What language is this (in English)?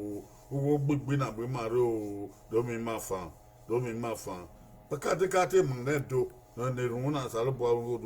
Bini